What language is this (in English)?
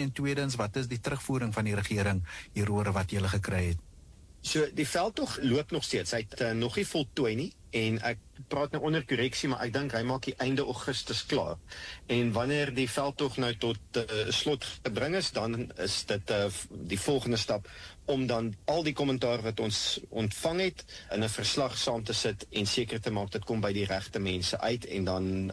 Afrikaans